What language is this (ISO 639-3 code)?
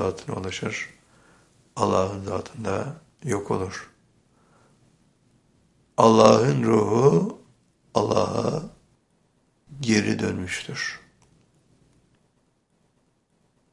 tur